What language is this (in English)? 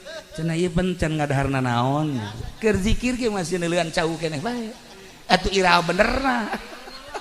Sundanese